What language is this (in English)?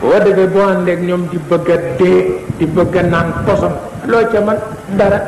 Wolof